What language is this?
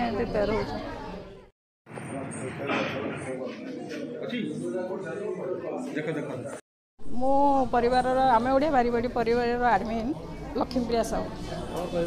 Odia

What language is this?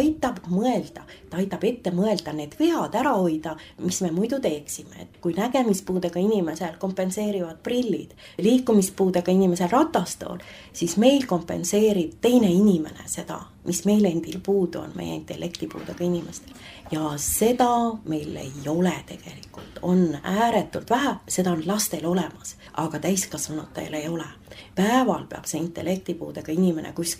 Estonian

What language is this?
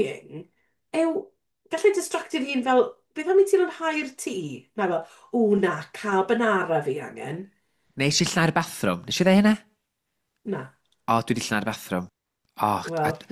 Welsh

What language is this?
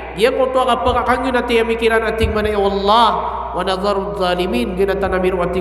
Maranao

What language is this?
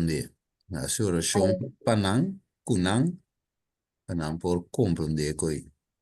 Papiamento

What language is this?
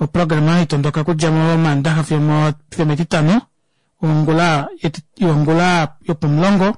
Kuanyama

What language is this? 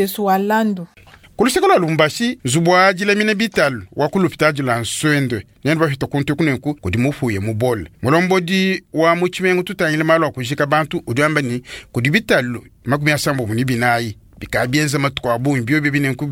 Luba-Lulua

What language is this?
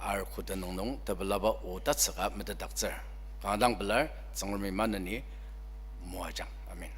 Ao Naga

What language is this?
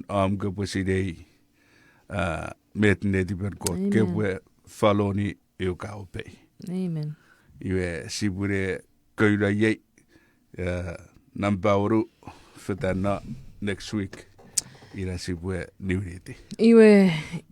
Chuukese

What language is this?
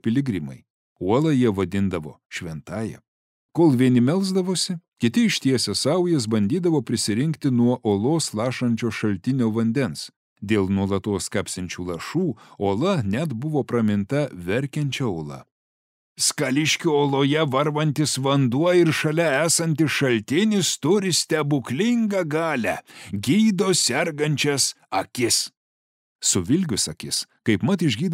Lithuanian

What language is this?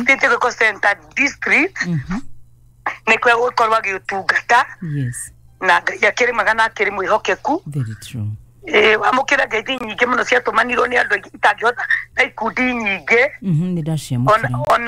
Kikuyu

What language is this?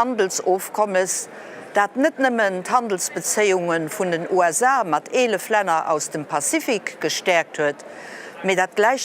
Luxembourgish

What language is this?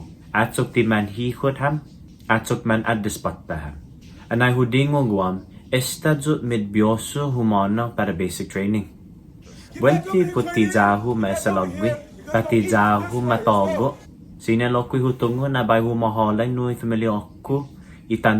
Chamorro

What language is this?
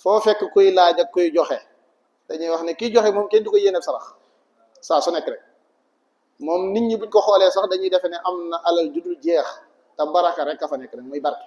Wolof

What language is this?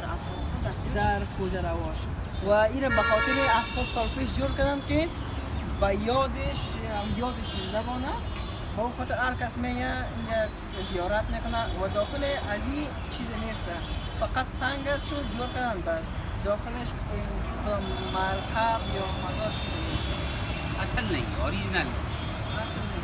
Tajik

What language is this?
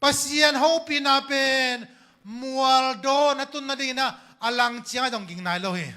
Tedim Chin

